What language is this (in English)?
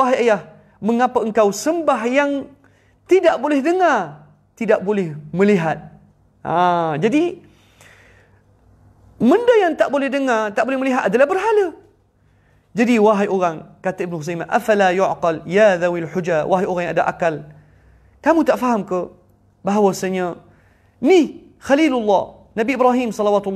Malay